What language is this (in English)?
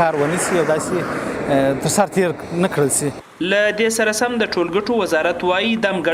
Pashto